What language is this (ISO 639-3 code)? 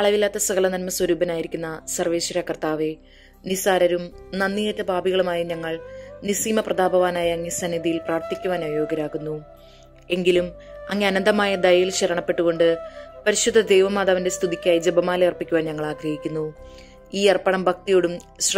mal